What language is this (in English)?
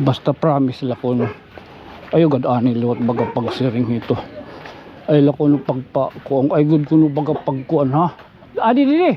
Waray